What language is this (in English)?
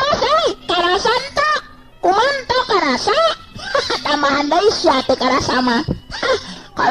Sundanese